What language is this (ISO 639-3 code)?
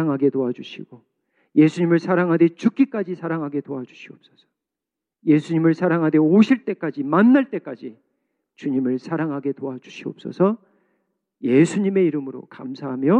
kor